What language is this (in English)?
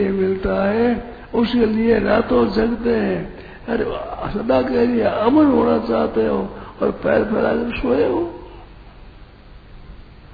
Hindi